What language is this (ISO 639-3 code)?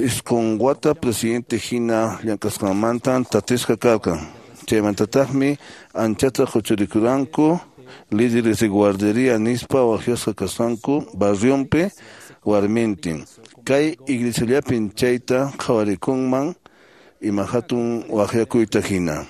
que